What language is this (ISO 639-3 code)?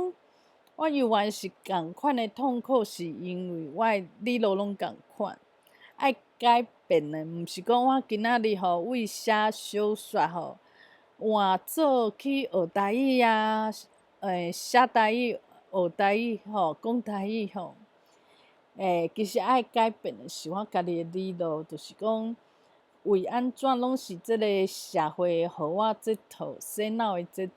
nan